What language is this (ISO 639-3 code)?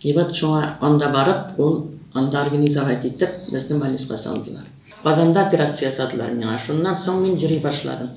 tat